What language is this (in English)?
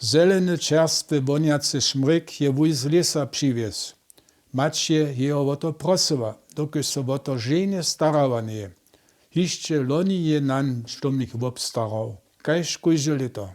Upper Sorbian